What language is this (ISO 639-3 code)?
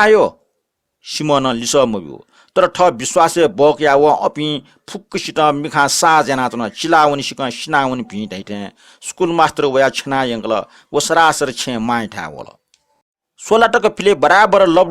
new